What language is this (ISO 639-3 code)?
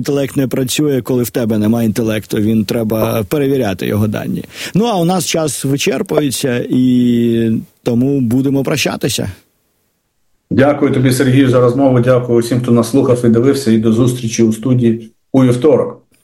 ukr